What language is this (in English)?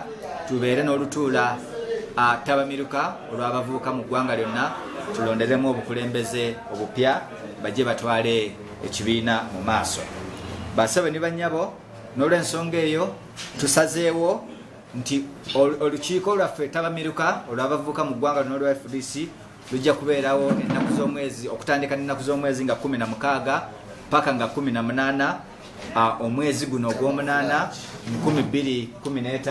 Ganda